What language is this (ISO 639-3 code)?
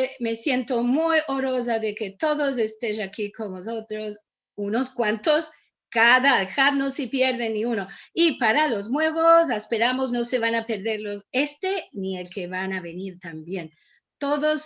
lad